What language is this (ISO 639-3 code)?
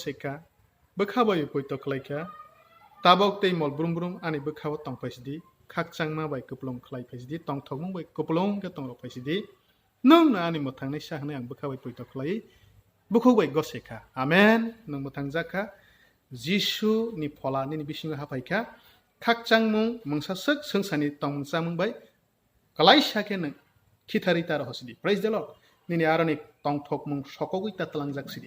trp